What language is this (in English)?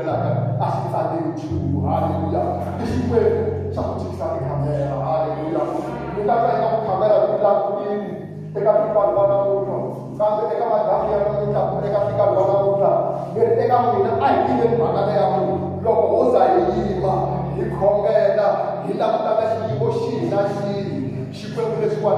Tsonga